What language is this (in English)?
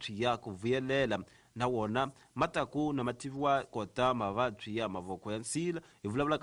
Tsonga